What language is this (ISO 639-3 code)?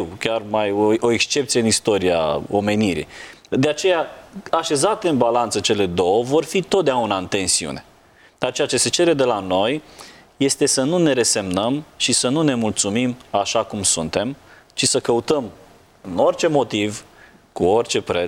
ron